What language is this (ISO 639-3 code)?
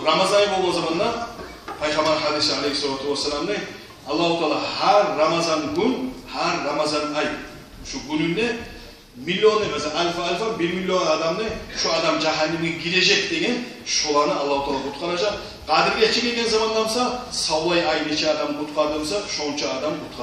kum